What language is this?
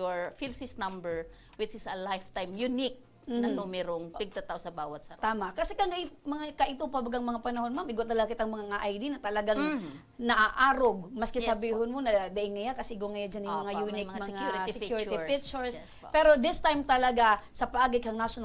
Bikol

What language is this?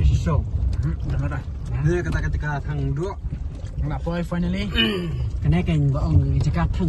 Khasi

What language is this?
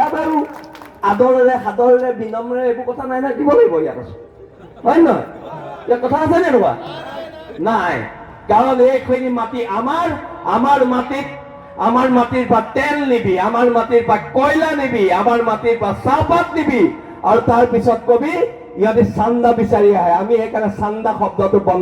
Assamese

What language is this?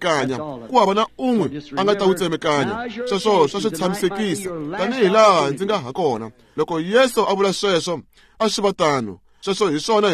Tsonga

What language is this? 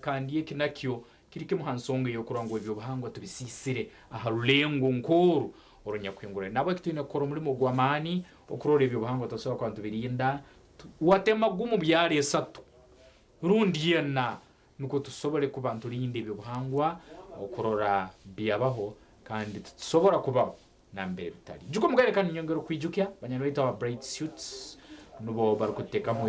Nyankole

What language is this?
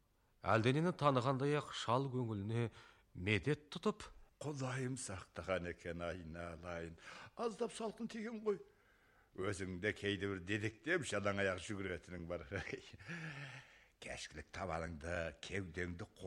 Kazakh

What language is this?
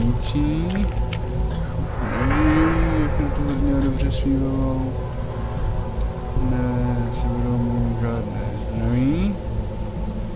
Czech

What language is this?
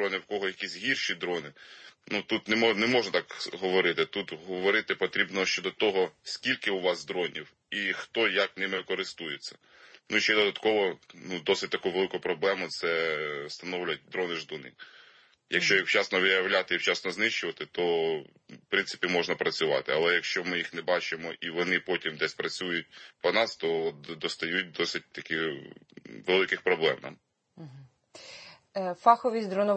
Ukrainian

